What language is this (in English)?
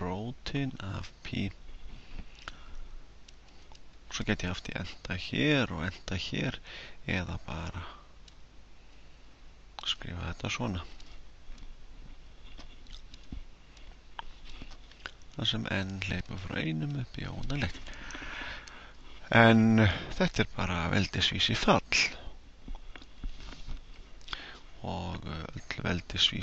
Icelandic